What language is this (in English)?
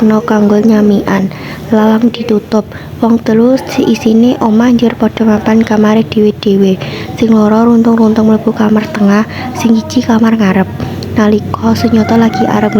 Javanese